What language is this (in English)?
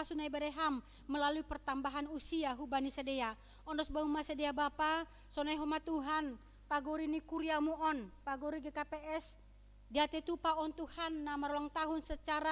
Batak Simalungun